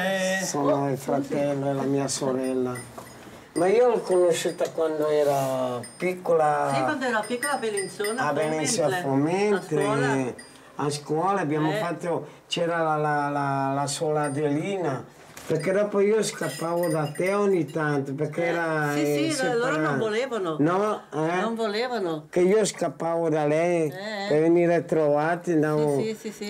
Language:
Italian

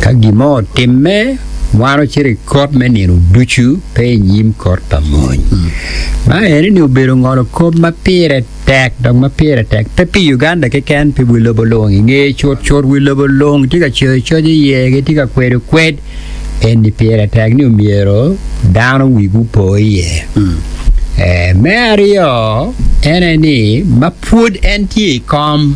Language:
Acoli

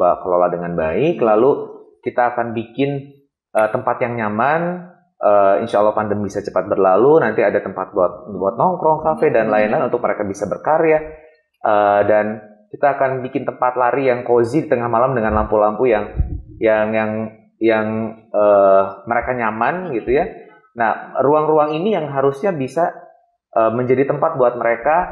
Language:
Indonesian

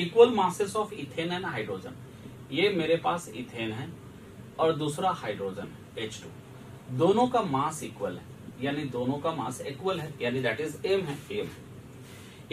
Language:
Hindi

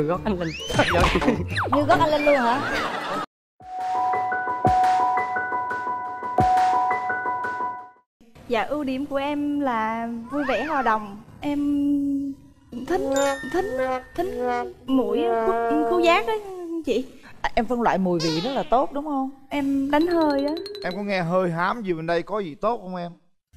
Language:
Vietnamese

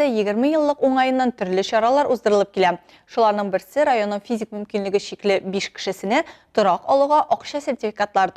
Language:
Tatar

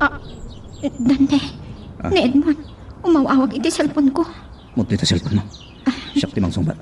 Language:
Iloko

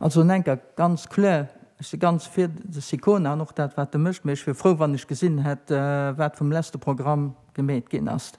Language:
Luxembourgish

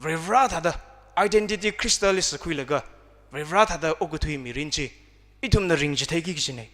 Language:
Tangkhul Naga (India)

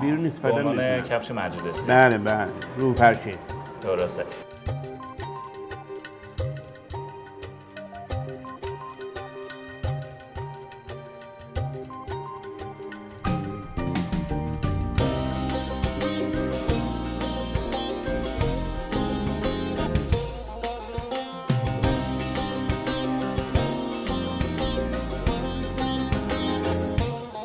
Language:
Persian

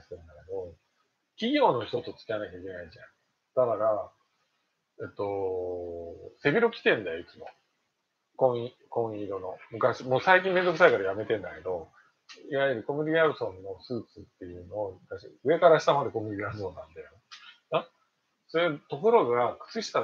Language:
Japanese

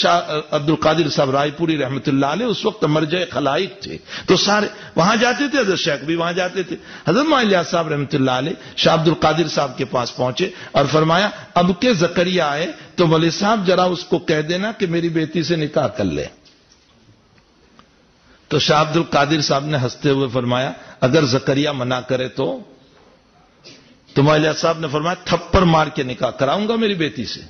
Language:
Urdu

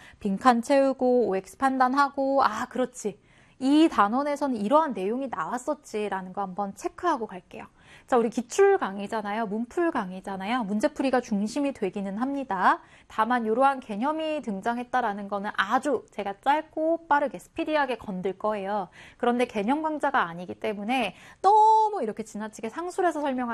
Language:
Korean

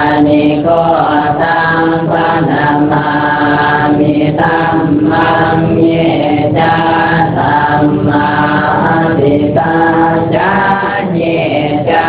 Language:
Pali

